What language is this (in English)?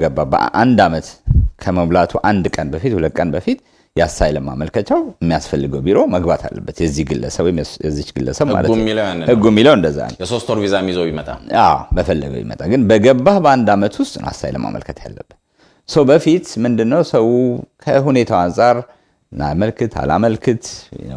Amharic